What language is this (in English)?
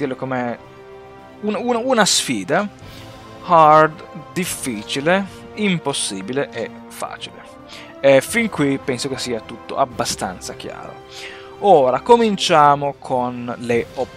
Italian